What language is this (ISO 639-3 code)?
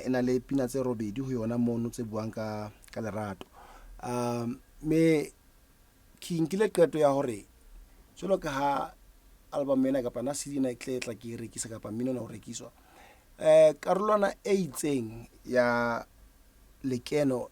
sot